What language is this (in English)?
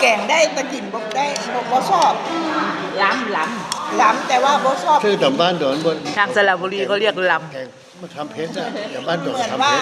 Lao